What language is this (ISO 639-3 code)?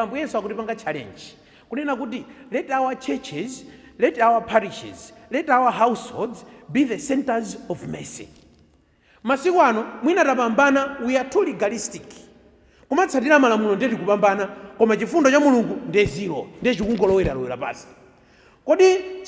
nya